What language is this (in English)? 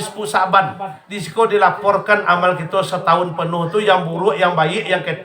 Minangkabau